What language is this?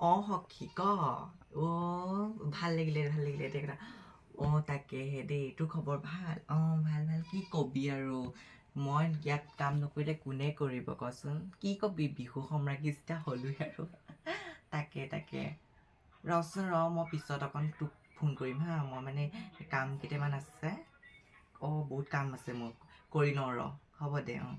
Assamese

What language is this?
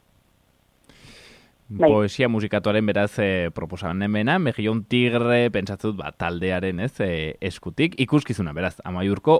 Basque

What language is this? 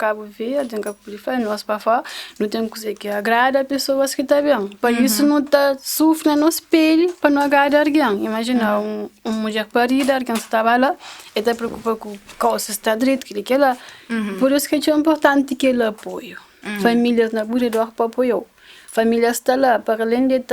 Kabuverdianu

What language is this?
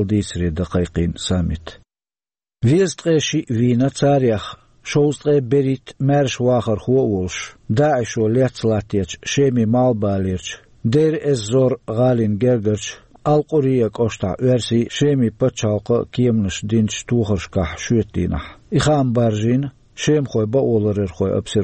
Chechen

